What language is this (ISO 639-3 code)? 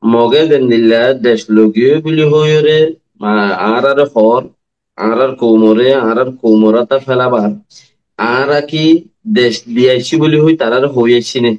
rhg